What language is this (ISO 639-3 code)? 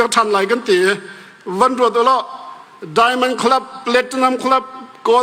cnh